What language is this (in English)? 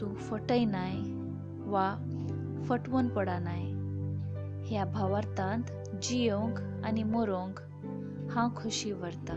Konkani